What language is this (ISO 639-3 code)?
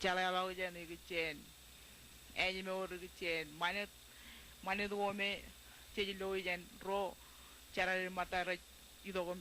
mah